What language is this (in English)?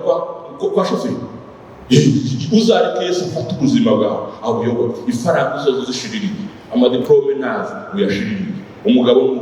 Kinyarwanda